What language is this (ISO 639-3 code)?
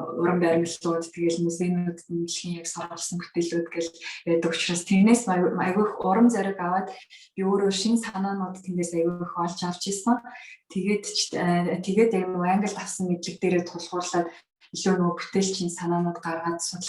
mon